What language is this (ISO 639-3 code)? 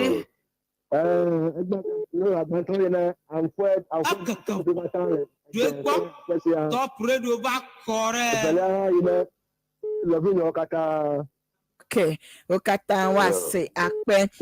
ewe